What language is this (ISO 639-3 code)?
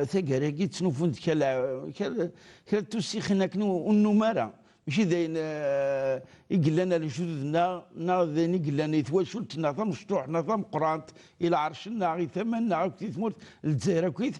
kab